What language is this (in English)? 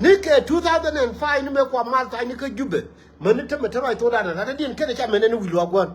Nuer